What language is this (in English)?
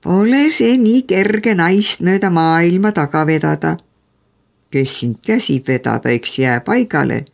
Estonian